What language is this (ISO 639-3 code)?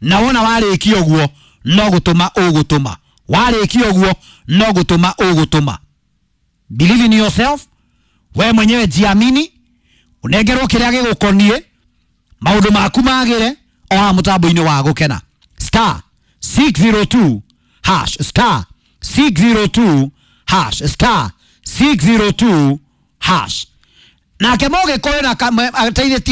kik